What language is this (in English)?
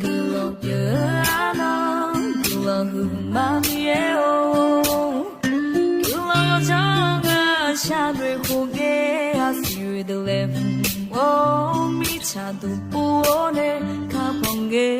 Akha